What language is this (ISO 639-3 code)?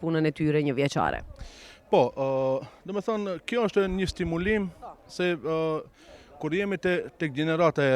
sqi